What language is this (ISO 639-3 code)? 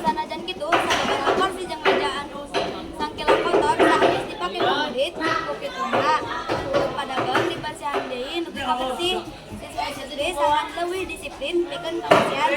sun